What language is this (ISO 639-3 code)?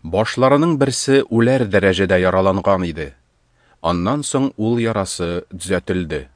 tat